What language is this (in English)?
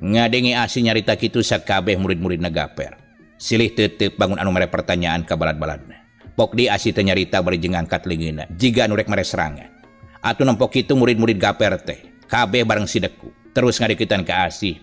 Sundanese